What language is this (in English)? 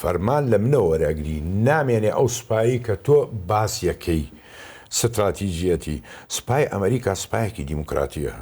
Central Kurdish